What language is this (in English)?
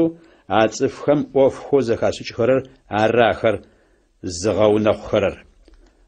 Adyghe